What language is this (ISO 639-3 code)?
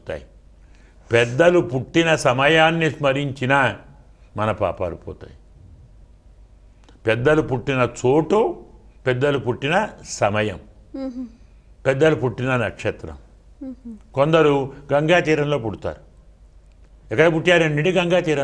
tel